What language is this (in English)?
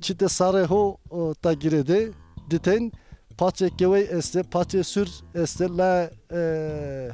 Zaza